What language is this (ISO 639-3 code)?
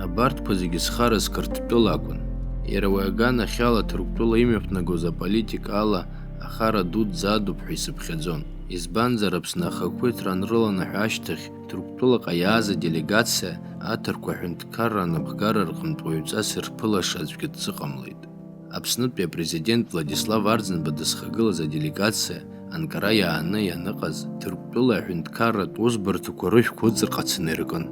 abk